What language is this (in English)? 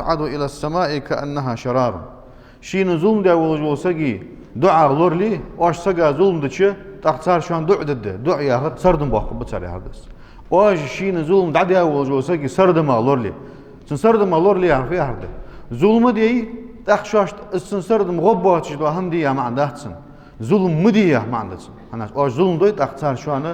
Ingush